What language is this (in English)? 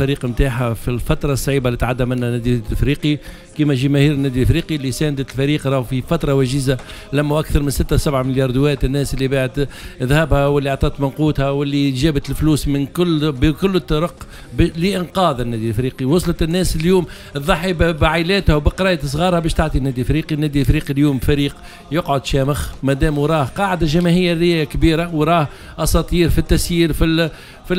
Tunisian Arabic